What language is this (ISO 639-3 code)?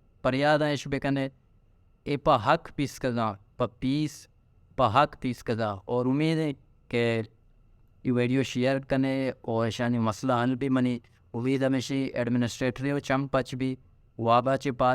bal